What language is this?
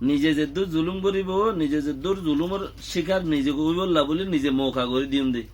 Rohingya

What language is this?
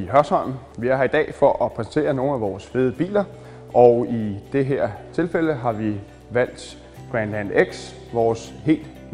Danish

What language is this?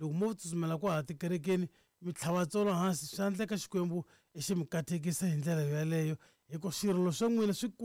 Tsonga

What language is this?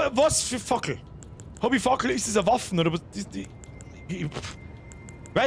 Bavarian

